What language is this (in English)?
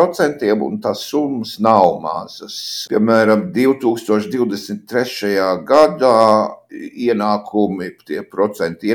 Latvian